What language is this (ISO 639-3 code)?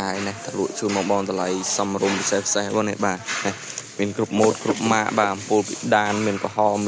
khm